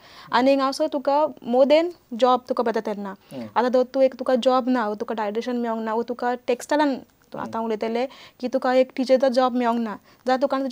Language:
Konkani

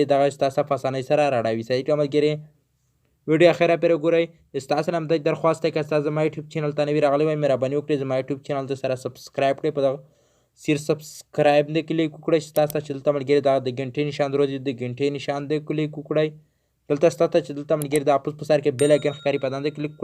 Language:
Pashto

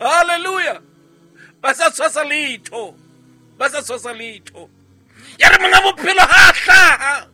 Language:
Southern Sotho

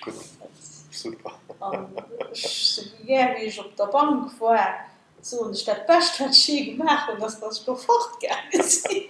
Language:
Luxembourgish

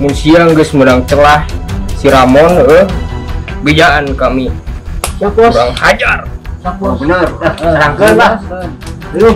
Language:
Sundanese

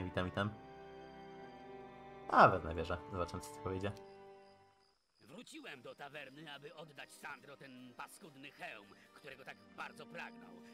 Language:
Polish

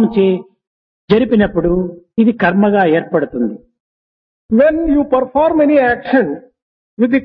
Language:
Telugu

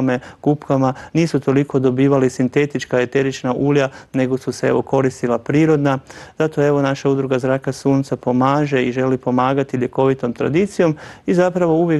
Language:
Croatian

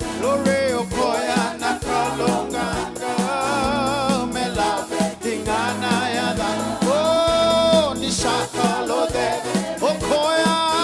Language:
Fijian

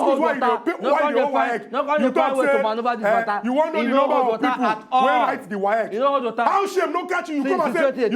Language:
Nigerian Pidgin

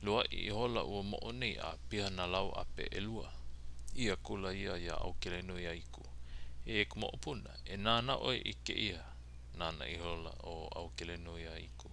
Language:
Hawaiian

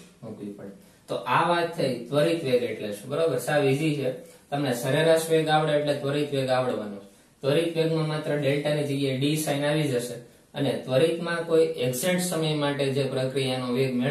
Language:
Gujarati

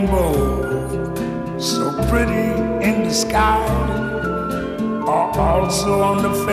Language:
English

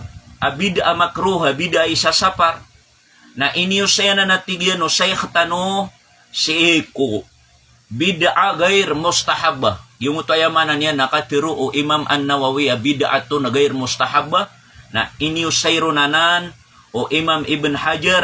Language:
Maranao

